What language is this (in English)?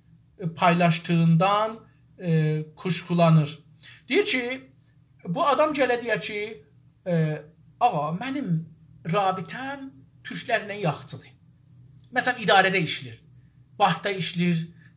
South Azerbaijani